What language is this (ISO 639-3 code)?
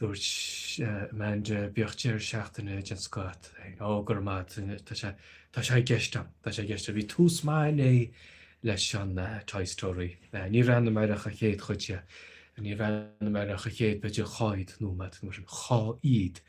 gle